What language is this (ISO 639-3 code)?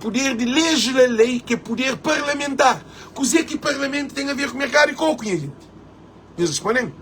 kea